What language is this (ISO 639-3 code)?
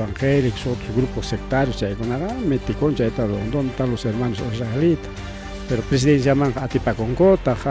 quy